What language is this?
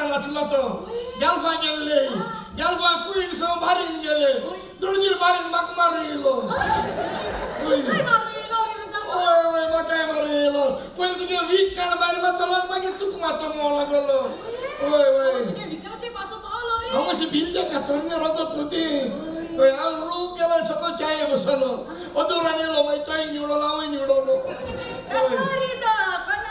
Konkani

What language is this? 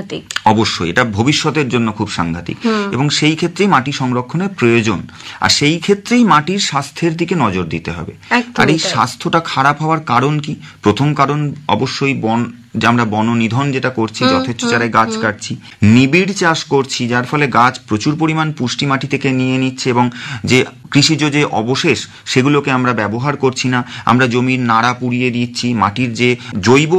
Bangla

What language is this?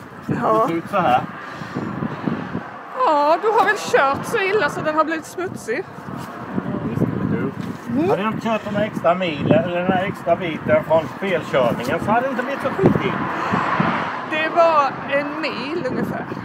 Swedish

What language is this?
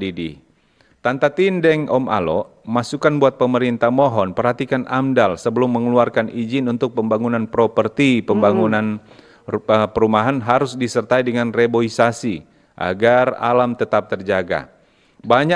Manado Malay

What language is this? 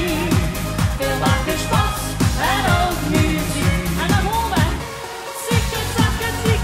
Limburgish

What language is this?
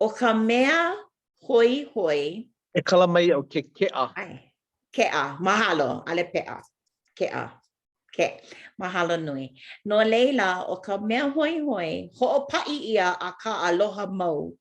Hawaiian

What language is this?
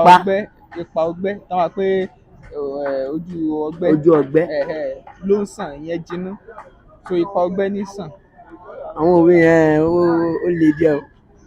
Yoruba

